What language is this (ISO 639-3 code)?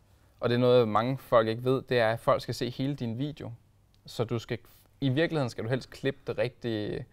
dan